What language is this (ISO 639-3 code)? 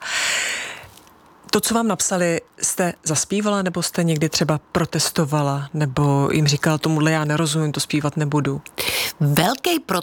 ces